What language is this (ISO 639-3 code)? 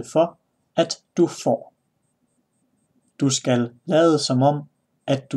dan